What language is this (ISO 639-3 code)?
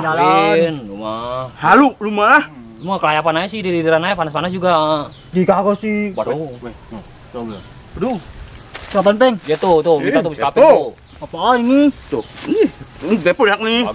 bew